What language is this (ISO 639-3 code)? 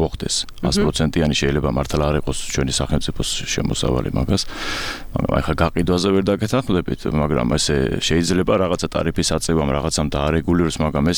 kat